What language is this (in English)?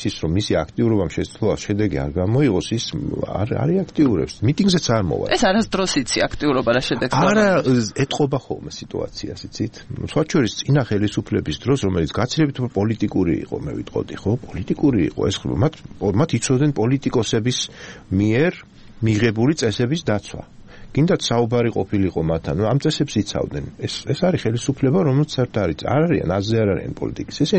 Georgian